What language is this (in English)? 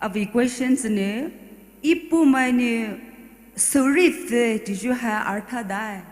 Poumei Naga